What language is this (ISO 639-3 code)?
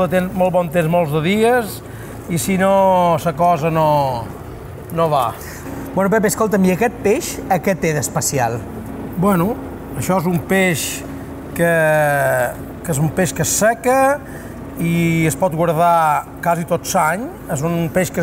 cat